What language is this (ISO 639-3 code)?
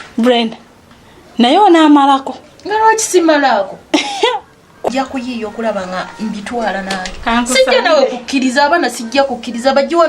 lug